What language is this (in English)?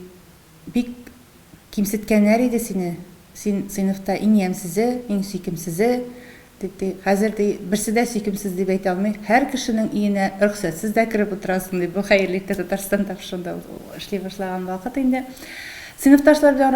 Tatar